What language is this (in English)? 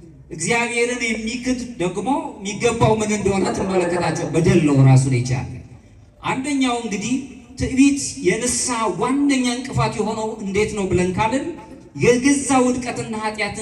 Amharic